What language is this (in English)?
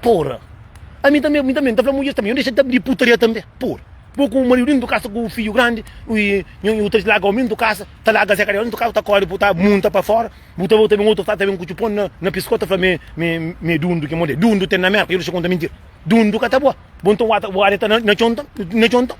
Kabuverdianu